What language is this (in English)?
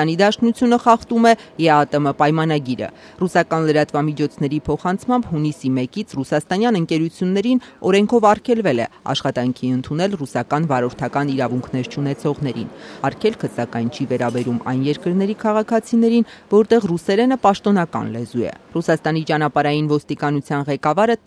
Armenian